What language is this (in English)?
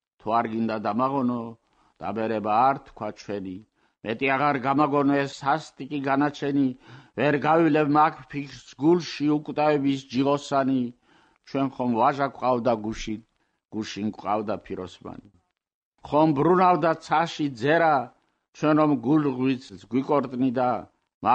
Georgian